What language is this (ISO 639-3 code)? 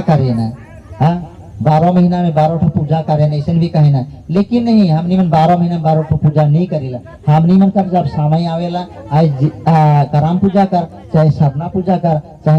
sck